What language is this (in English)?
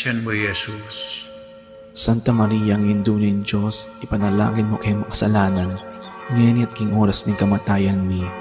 Pampanga